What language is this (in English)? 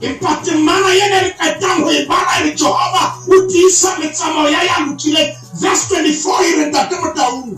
Southern Sotho